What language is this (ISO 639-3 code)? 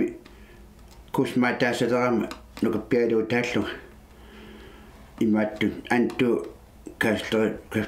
kal